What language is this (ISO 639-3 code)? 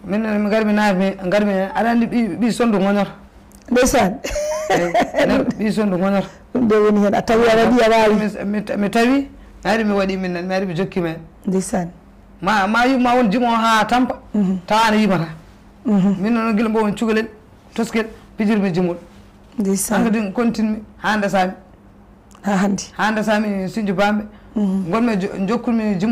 ful